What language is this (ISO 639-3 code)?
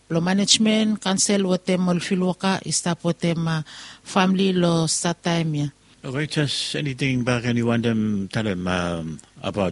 bis